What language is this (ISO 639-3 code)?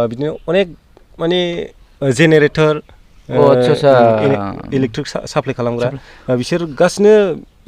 brx